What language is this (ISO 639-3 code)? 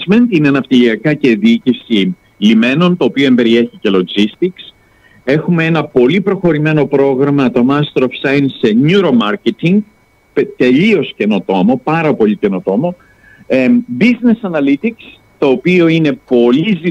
ell